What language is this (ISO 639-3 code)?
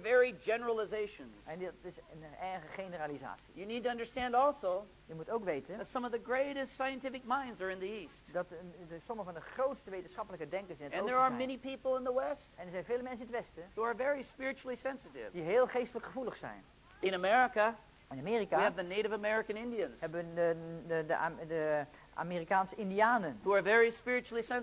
nld